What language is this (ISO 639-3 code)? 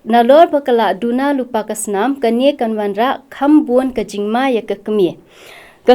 kha